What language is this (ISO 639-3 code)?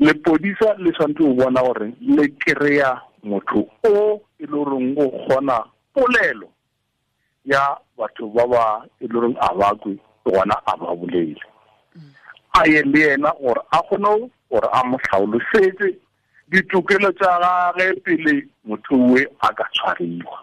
tsn